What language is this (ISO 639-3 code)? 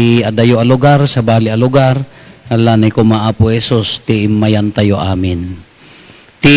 ilo